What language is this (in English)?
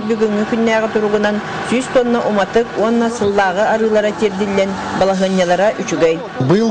Yakut